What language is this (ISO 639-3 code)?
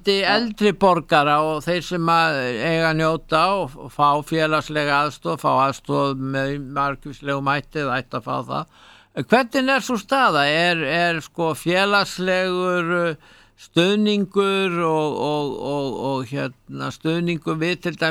isl